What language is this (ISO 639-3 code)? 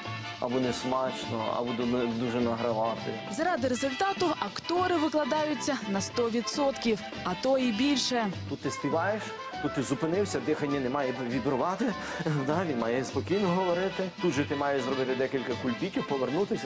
ukr